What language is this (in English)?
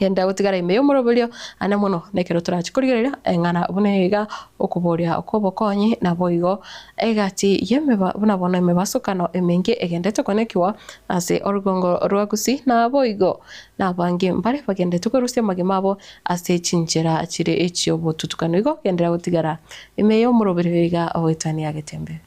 Gusii